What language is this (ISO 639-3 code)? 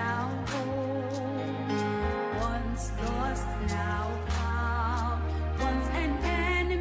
ewe